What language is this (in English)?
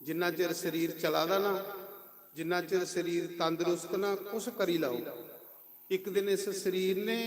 Dogri